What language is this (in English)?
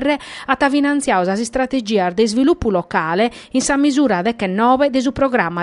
Sardinian